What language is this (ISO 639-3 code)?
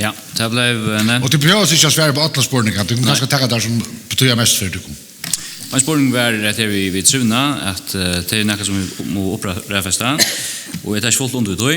fao